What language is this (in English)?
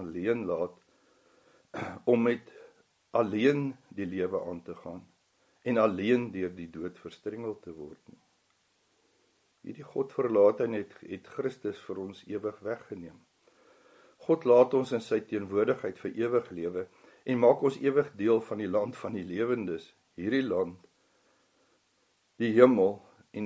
Afrikaans